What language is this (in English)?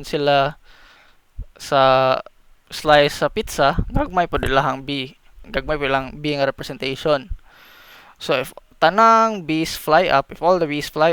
Cebuano